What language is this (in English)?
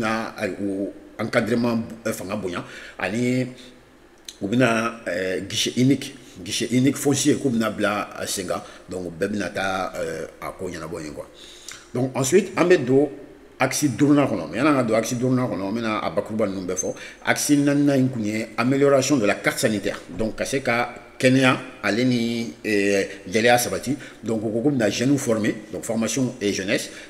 Bambara